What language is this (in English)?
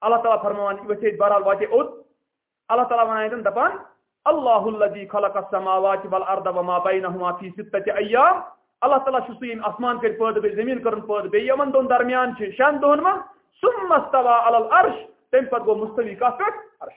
Kashmiri